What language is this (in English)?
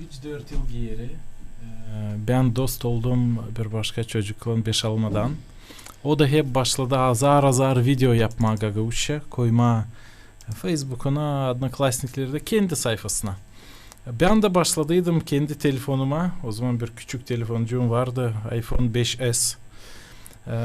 Gagauz